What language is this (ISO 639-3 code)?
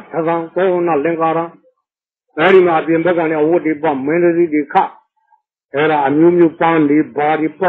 mya